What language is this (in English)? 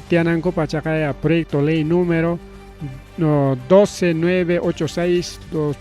Ayacucho Quechua